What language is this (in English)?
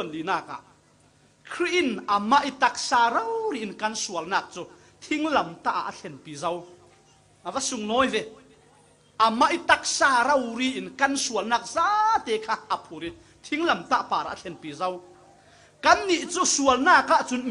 Falam Chin